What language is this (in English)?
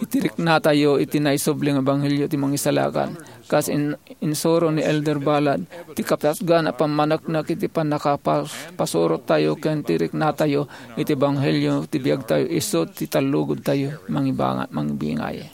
Iloko